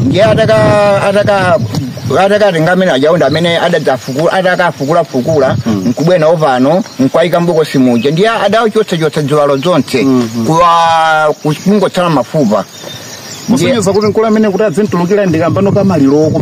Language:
Nyanja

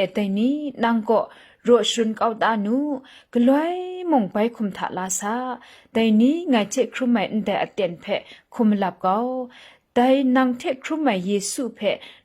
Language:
Kachin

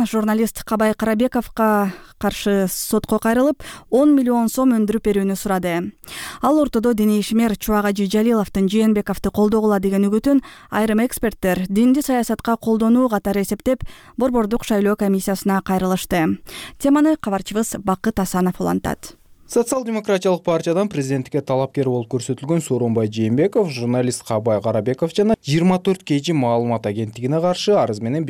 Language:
Kyrgyz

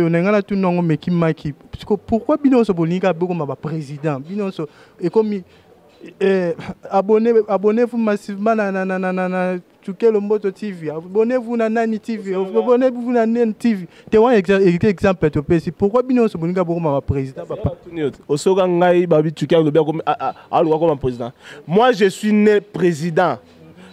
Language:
Lingala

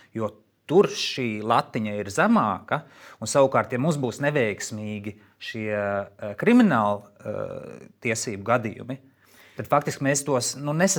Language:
Latvian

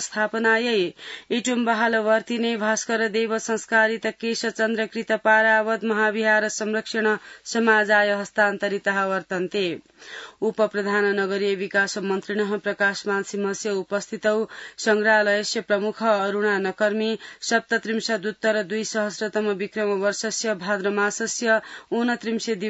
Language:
Sanskrit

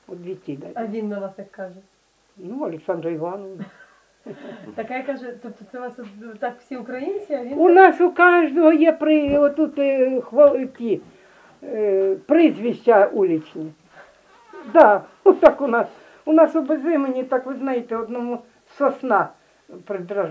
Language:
Ukrainian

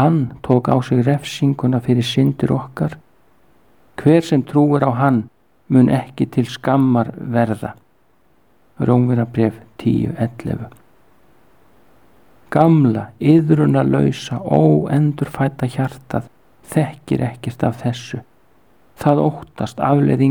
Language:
Icelandic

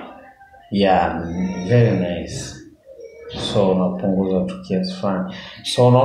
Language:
Swahili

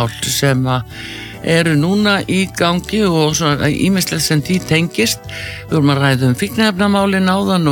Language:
Icelandic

